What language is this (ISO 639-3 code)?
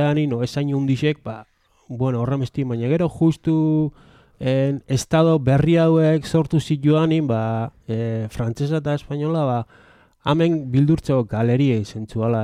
eus